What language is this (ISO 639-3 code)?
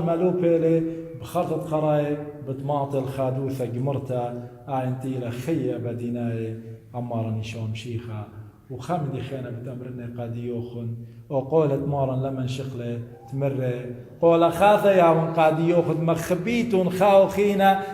aii